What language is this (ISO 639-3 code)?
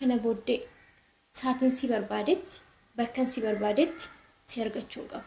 orm